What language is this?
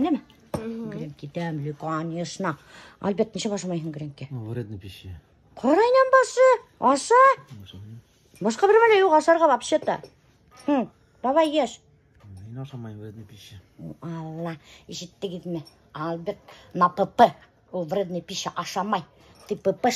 Bashkir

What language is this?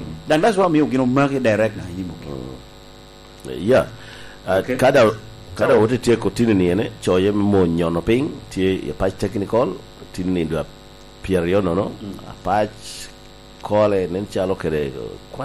Lango (Uganda)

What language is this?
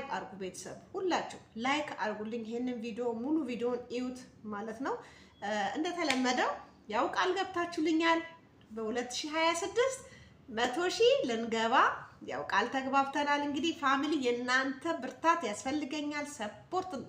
Amharic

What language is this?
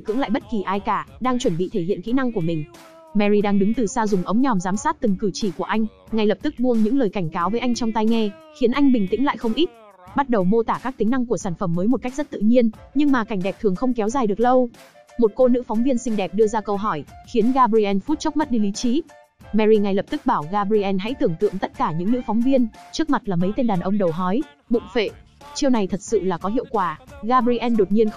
Vietnamese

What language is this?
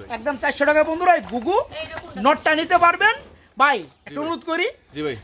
Bangla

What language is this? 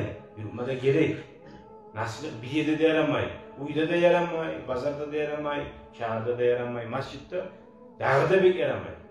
Kumyk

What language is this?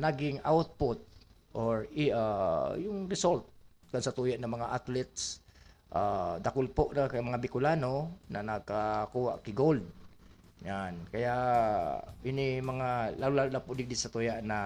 Bikol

